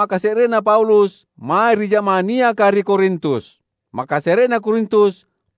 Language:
Makasar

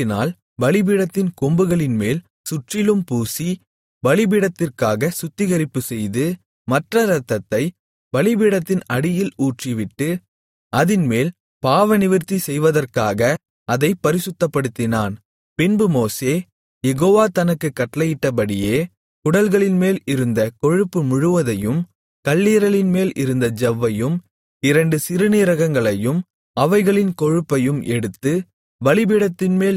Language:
Tamil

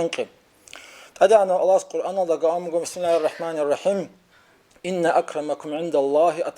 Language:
Avaric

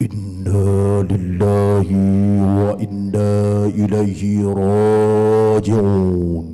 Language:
Achinese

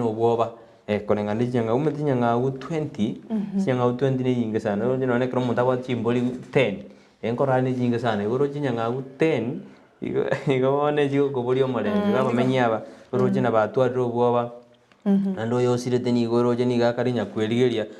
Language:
Gusii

